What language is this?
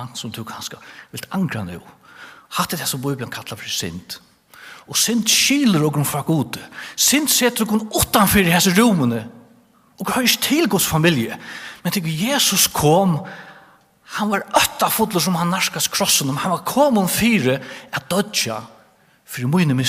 Faroese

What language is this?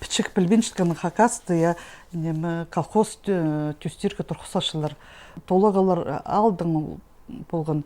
Khakas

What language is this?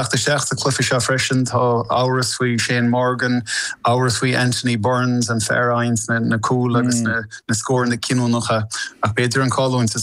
Irish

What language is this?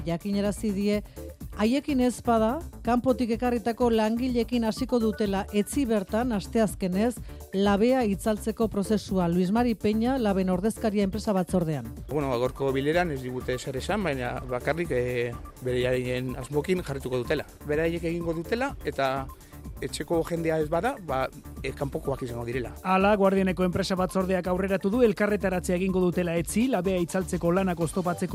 Basque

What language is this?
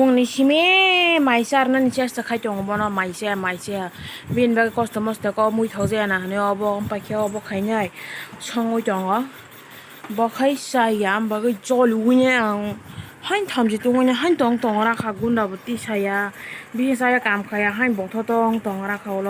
Kok Borok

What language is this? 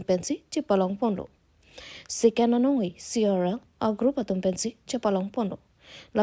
Karbi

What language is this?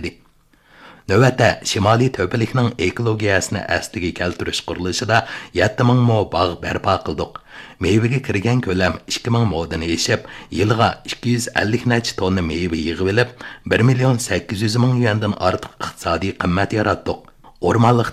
Uyghur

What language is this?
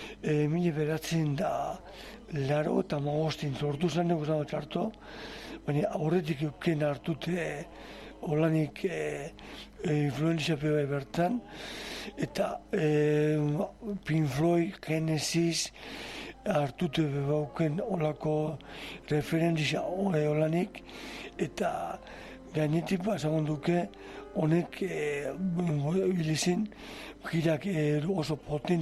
Basque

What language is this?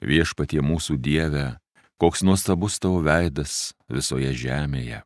Lithuanian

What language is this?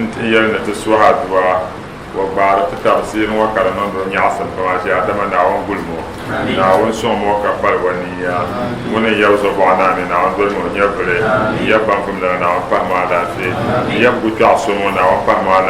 Dagbani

